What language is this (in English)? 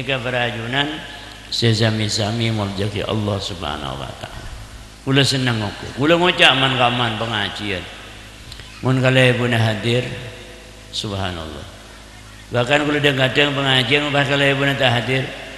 Madurese